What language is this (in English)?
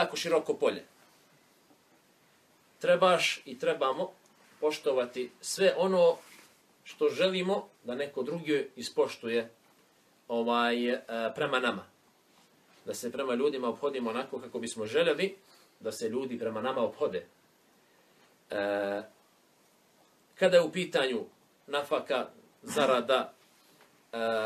Bosnian